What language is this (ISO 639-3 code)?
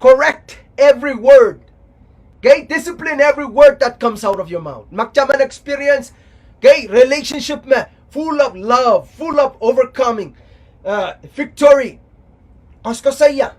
pon